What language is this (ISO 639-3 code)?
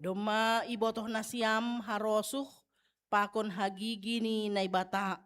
bts